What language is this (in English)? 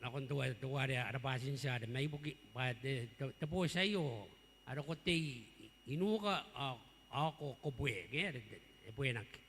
Gilbertese